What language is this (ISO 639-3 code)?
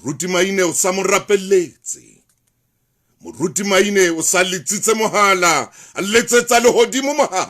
sot